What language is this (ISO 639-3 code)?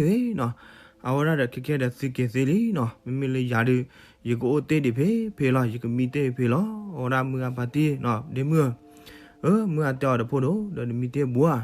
ksw